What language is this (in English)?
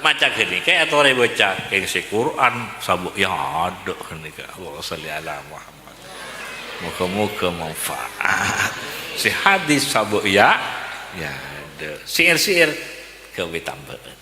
Madurese